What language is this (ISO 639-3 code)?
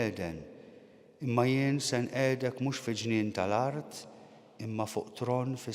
mlt